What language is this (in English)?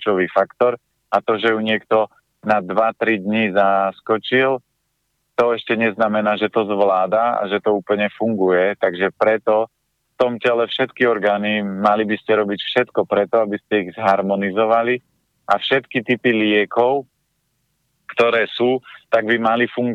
Slovak